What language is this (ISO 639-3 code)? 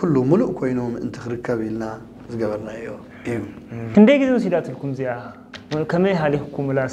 tir